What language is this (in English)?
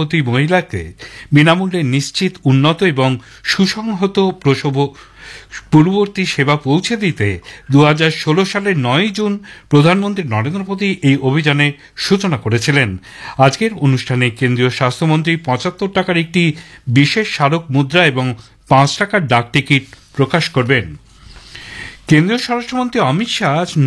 Bangla